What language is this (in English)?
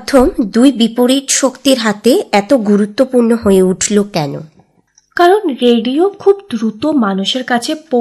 Bangla